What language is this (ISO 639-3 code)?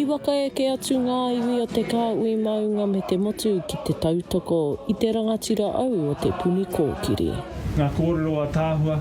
mri